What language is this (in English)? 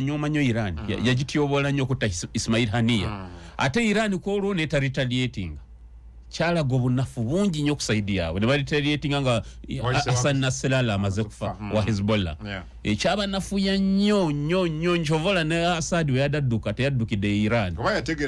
Ganda